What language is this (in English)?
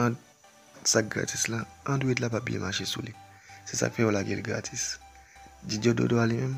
Haitian Creole